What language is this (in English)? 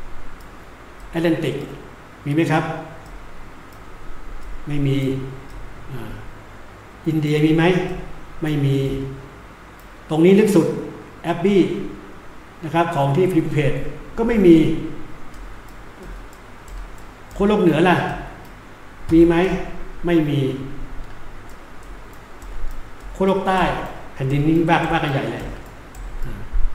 Thai